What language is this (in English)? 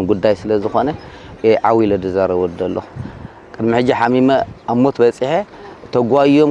Tigrinya